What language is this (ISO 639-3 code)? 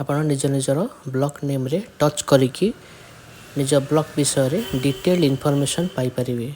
ori